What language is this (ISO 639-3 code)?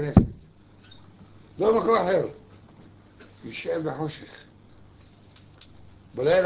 heb